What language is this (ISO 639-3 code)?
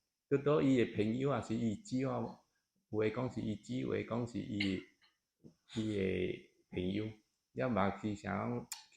nan